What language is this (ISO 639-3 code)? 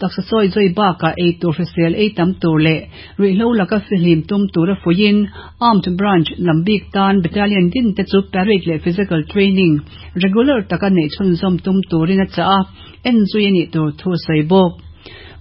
lus